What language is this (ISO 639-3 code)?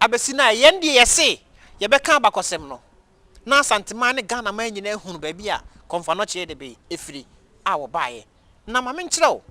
aka